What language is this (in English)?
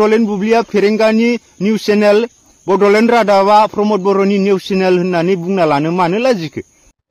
Bodo